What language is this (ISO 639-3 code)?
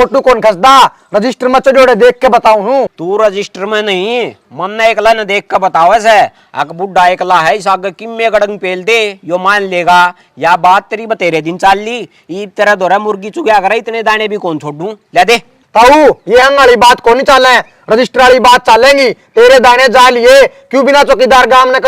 bgc